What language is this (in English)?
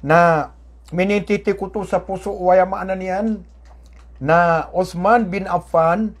Maranao